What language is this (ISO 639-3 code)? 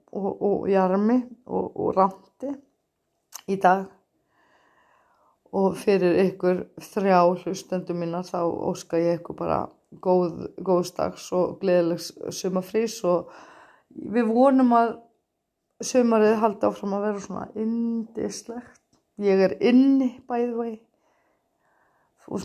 isl